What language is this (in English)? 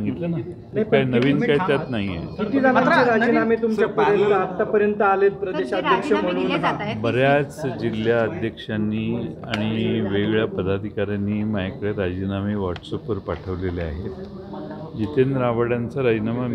Marathi